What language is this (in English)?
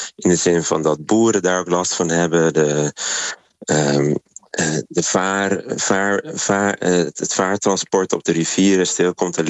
Dutch